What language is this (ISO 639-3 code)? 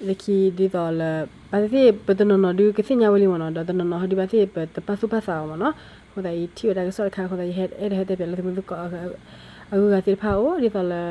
ksw